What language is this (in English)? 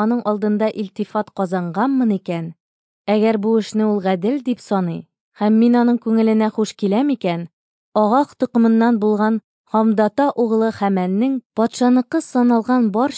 Tatar